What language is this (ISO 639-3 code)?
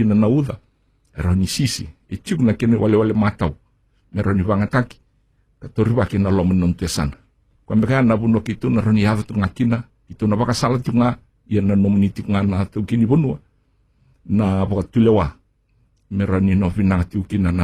fij